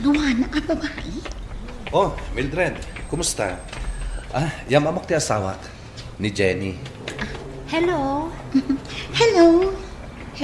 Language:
Iloko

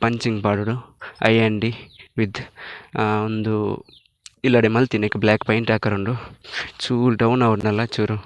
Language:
Tulu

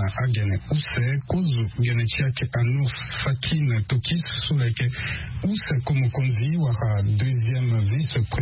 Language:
Sango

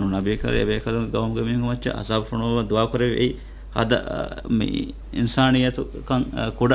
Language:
Divehi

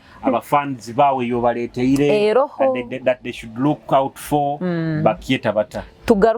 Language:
Nyoro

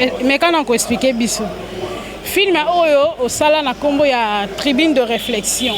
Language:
Lingala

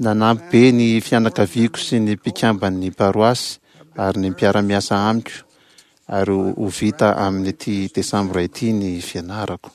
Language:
Malagasy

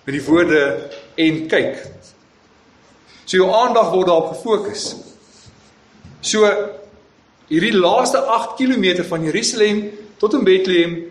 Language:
Afrikaans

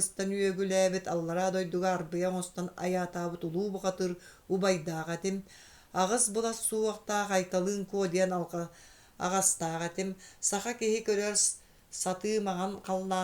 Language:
Yakut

